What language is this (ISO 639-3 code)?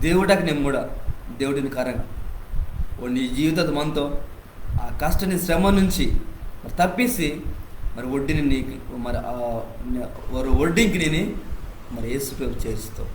kff